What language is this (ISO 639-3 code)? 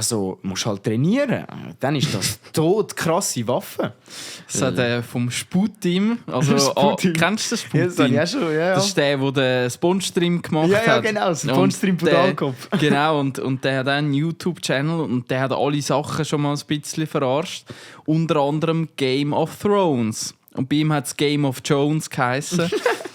gsw